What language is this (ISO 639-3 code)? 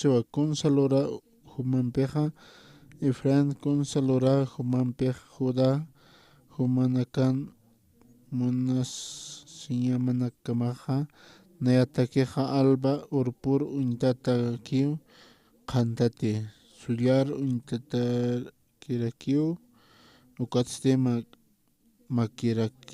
aym